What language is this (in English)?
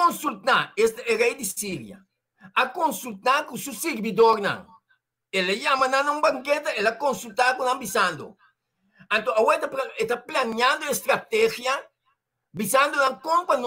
Papiamento